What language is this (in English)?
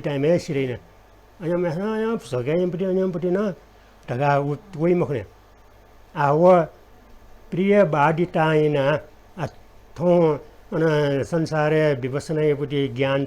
Newari